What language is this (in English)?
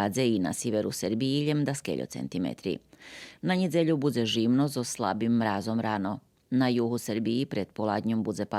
Rusyn